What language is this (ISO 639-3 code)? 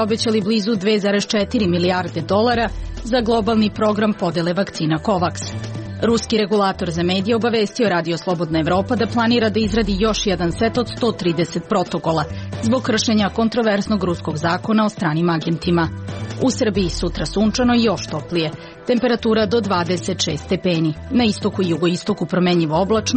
srp